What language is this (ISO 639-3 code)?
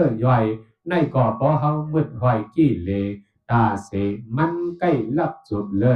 shn